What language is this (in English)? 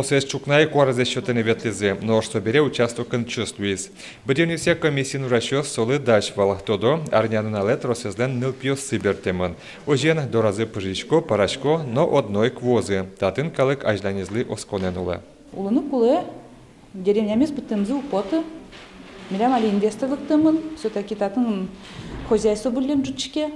Udmurt